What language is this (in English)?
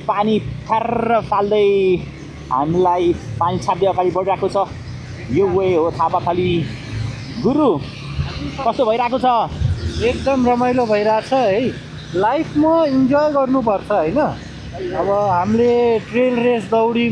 Nepali